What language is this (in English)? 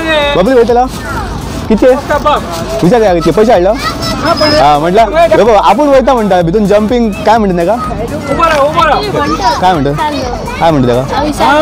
Konkani